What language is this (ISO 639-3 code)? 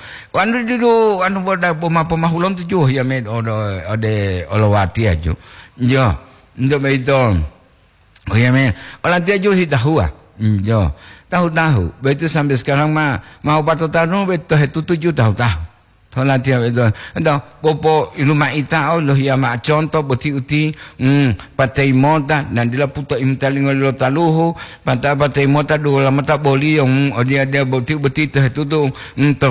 gor